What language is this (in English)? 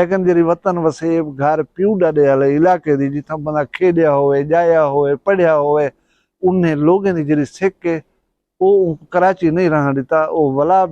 Saraiki